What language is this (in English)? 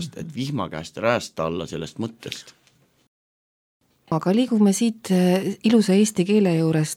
Estonian